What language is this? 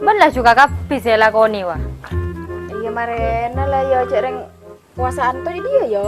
Madurese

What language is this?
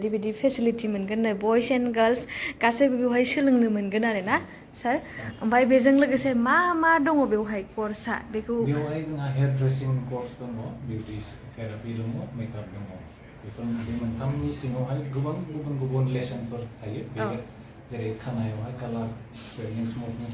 Bodo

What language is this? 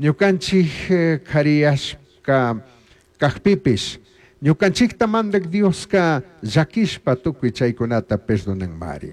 Chimborazo Highland Quichua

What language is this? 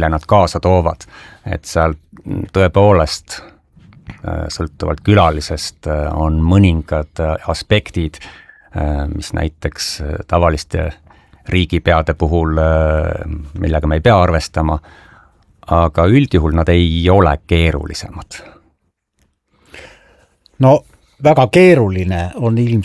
Estonian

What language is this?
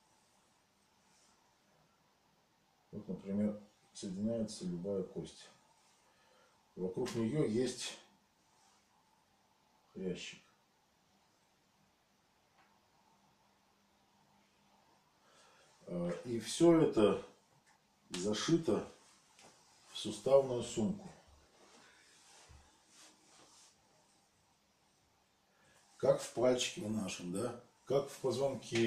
Russian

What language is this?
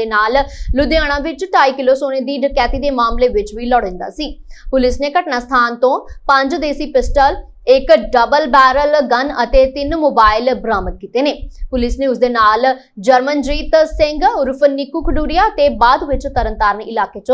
Punjabi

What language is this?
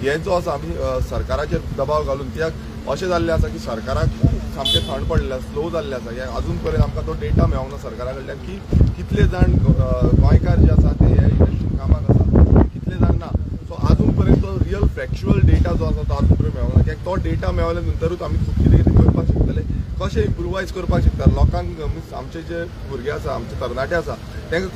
Konkani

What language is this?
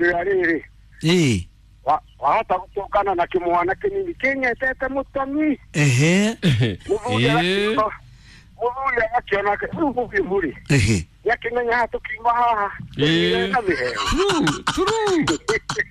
Kikuyu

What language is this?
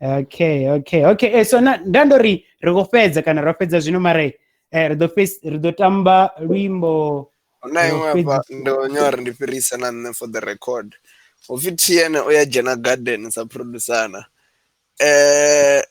Venda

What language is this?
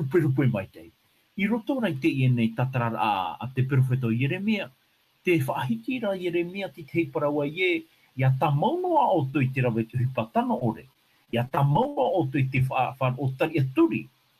Tahitian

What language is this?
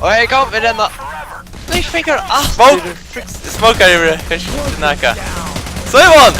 Faroese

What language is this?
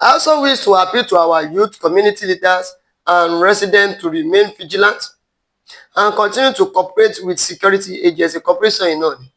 Yoruba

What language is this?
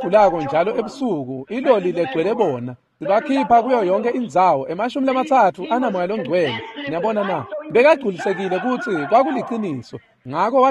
Swati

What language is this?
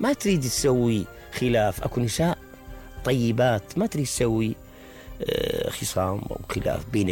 Mesopotamian Arabic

